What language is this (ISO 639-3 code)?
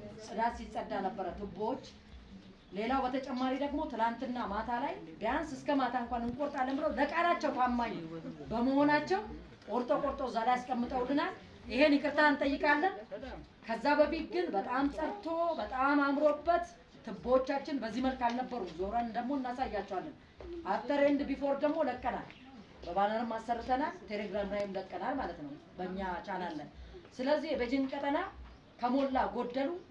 amh